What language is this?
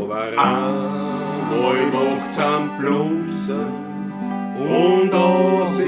Bavarian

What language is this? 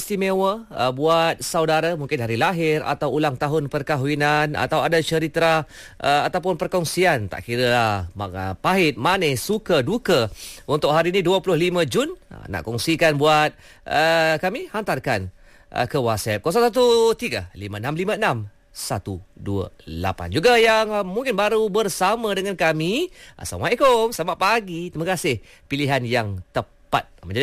Malay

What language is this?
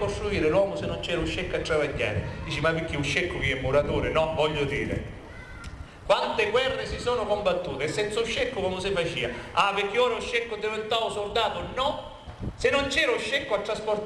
Sicilian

